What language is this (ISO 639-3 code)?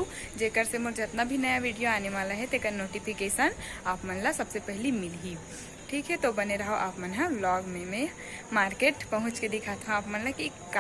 hne